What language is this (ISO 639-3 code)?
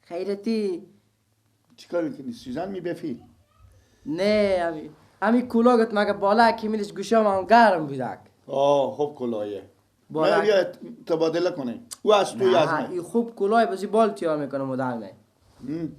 fas